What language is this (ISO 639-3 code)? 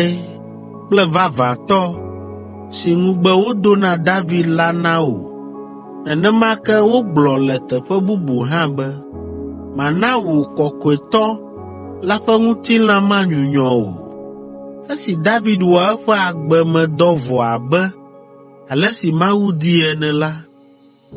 ewe